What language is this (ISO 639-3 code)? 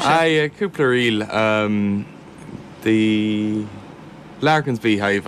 gle